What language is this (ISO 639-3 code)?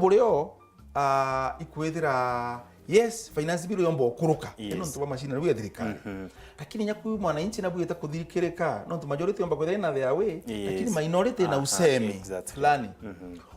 mer